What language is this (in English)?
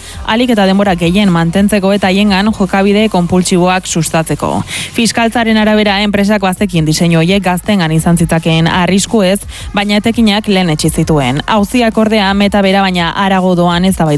Basque